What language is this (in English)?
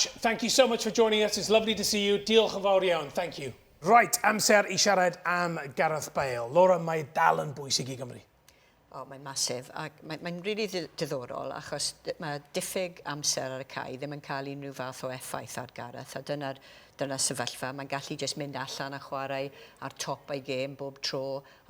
Welsh